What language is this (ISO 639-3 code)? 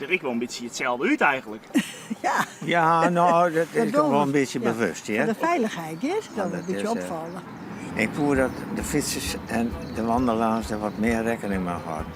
fry